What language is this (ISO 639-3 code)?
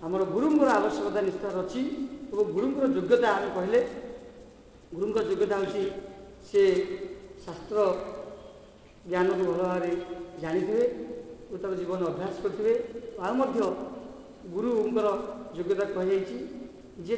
ori